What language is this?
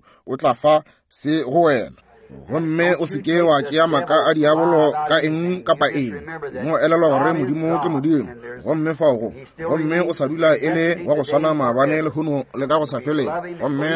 Northern Sotho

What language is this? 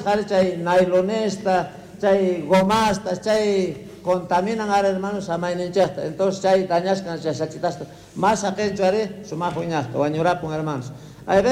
South Bolivian Quechua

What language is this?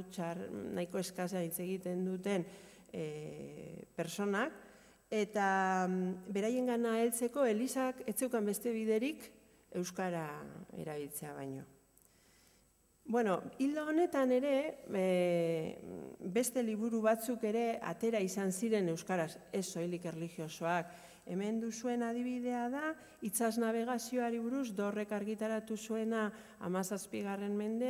Basque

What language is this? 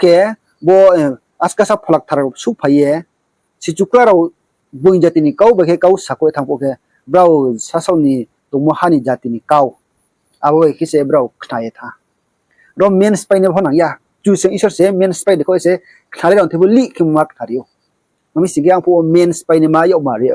Riang (India)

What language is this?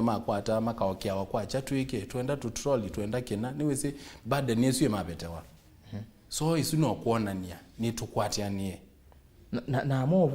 Kamba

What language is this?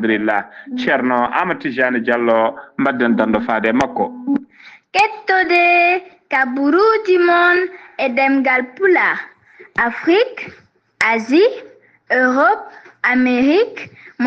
Fula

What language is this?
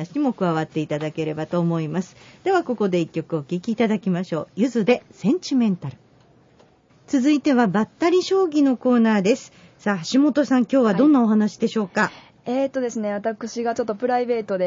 Japanese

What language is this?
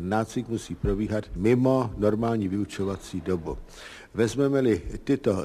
Czech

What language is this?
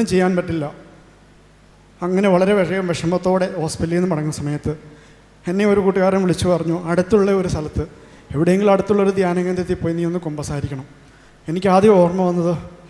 Malayalam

